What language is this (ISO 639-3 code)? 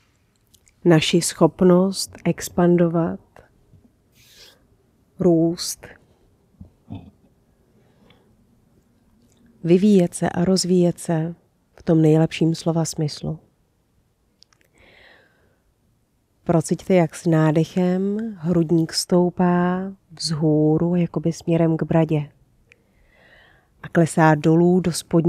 ces